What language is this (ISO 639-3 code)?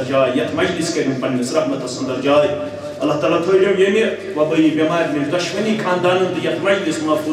kas